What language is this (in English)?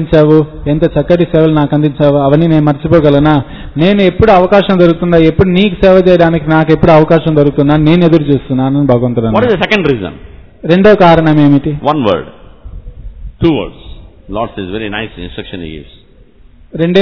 Telugu